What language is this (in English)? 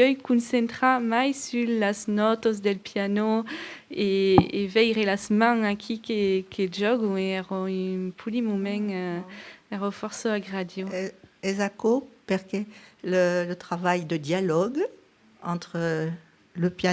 Occitan